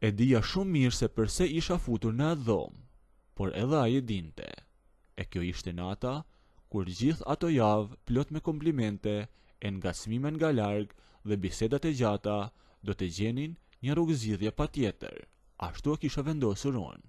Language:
Albanian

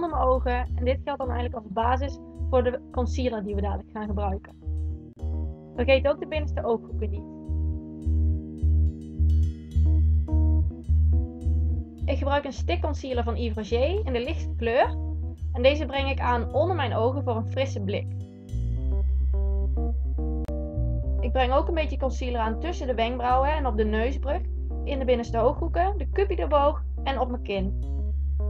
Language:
Dutch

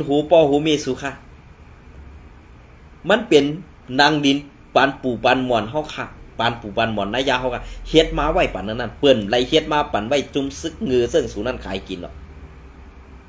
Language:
Shan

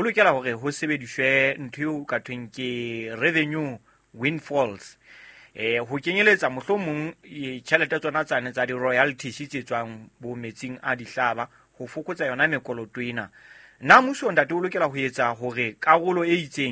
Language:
Southern Sotho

